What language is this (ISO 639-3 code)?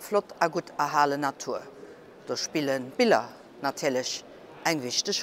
ltz